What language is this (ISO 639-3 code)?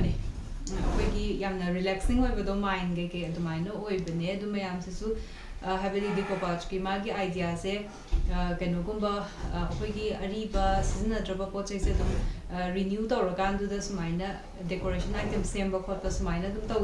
mni